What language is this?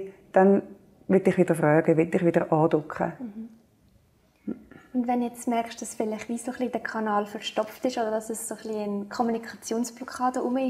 Swiss German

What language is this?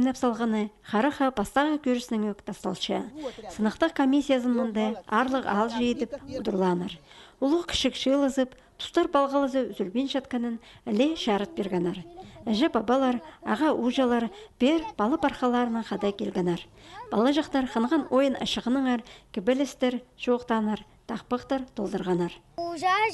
Khakas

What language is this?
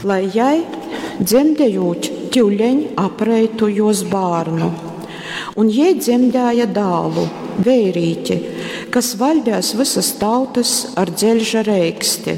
Latgalian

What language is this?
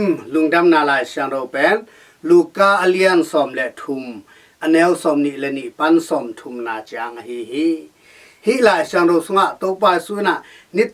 Tedim Chin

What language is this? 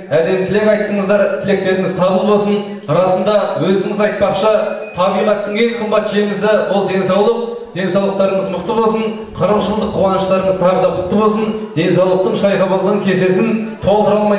Kazakh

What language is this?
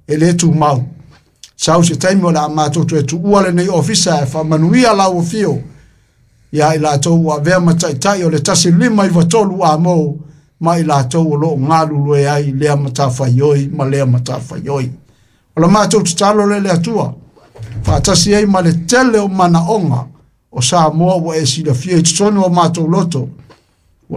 Samoan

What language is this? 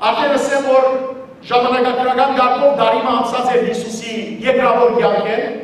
Western Armenian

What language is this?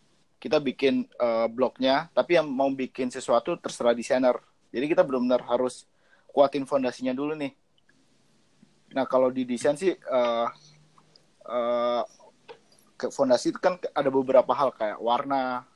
Indonesian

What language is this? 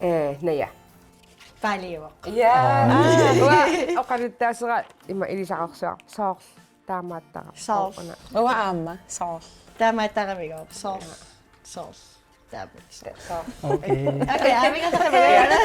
Kalaallisut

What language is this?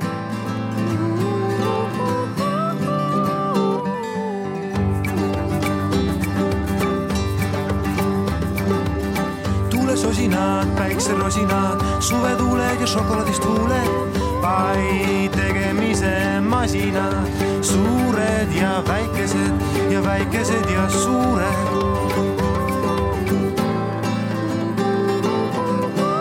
Estonian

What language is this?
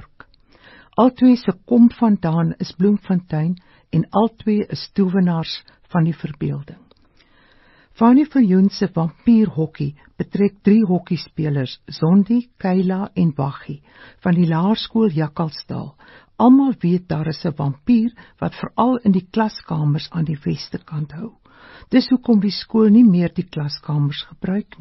Afrikaans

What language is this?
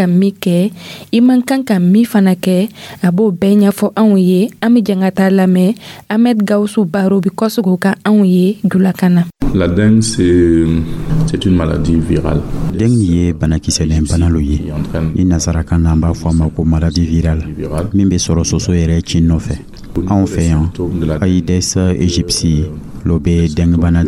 Dyula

